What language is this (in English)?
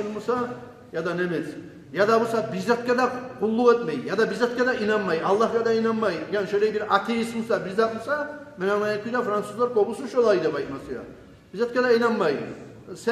Kumyk